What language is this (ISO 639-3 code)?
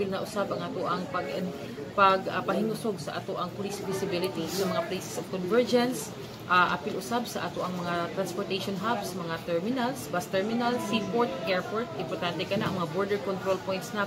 ceb